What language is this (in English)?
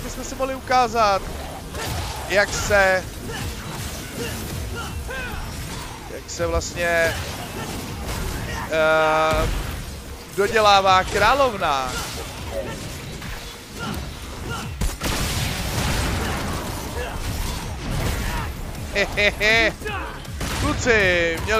Czech